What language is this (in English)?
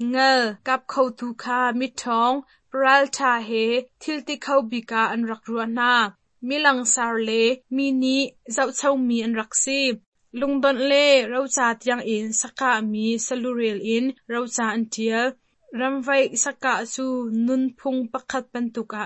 Hakha Chin